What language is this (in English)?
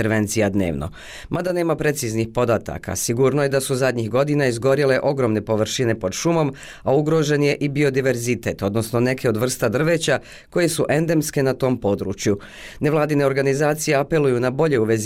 Bosnian